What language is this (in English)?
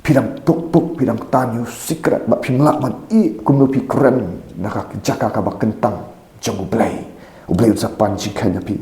Khasi